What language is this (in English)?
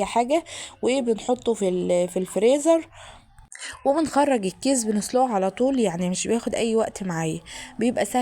Egyptian Arabic